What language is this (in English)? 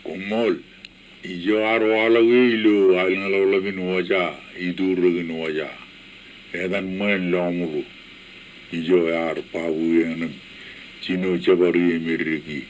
Marshallese